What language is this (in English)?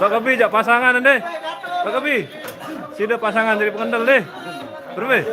Sasak